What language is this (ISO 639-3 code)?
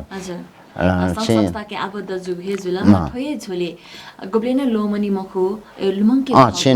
new